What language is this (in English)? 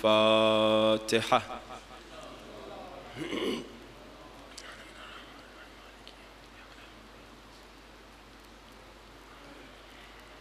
Urdu